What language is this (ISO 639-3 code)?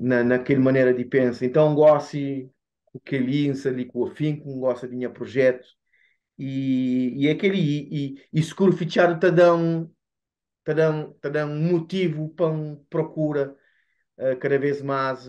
kea